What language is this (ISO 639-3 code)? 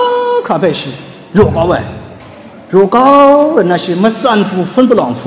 kac